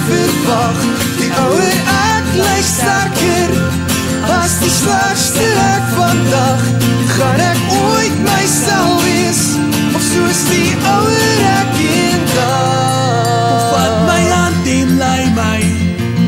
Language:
Afrikaans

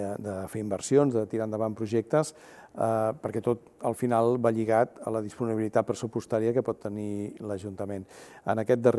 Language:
Catalan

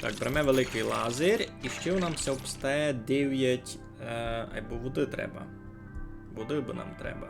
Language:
Rusyn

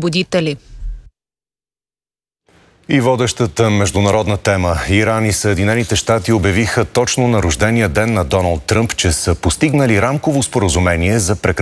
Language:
Bulgarian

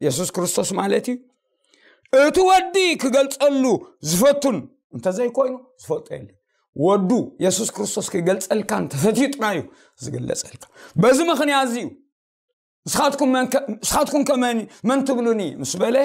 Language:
Tigrinya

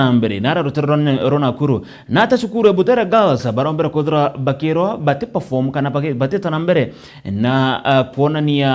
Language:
Meru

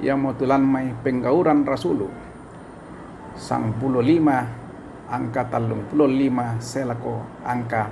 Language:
Toraja-Sa'dan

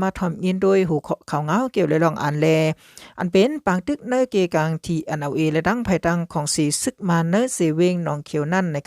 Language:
Shan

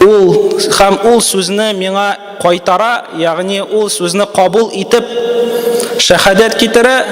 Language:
Tatar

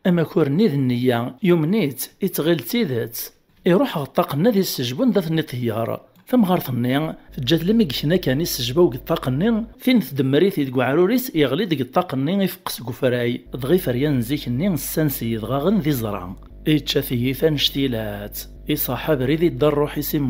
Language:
Kabyle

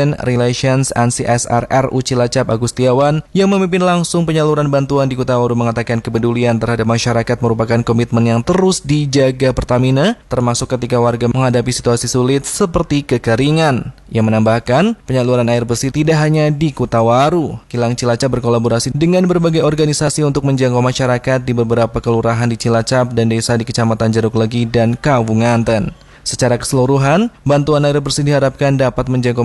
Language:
Indonesian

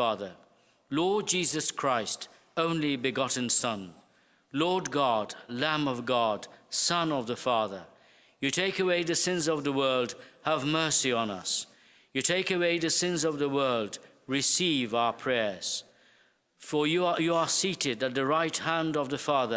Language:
English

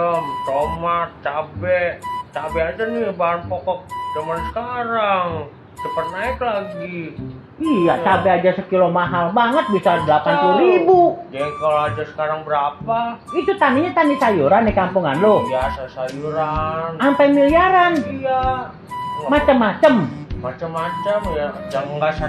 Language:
Betawi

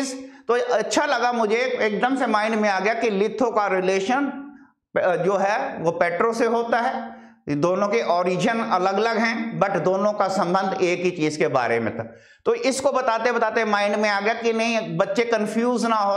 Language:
Hindi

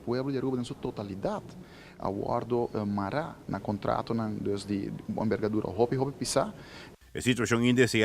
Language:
Papiamento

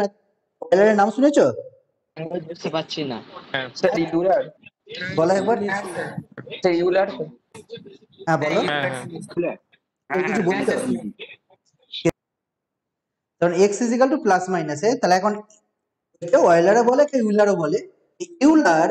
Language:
Bangla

